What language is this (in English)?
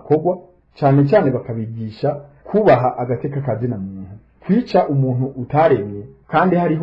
Rundi